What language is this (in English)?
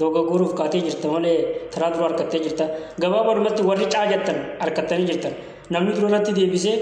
Oromo